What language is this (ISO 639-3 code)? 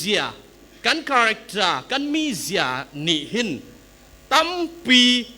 cfm